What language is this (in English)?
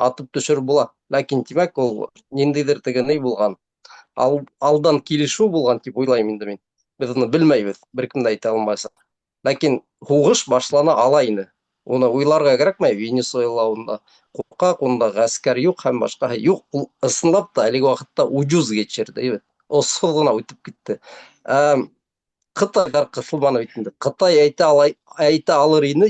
Bashkir